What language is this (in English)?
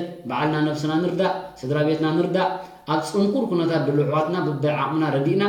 Tigrinya